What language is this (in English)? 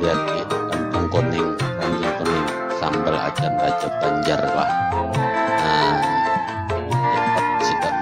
Banjar